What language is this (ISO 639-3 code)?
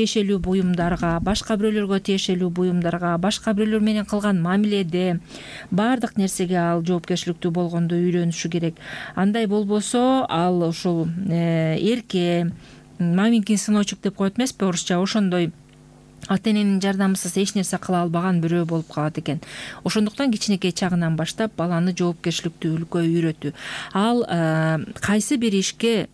kir